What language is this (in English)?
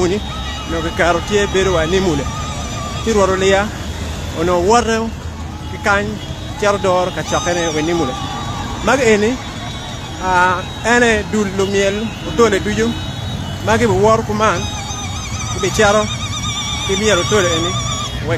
Acoli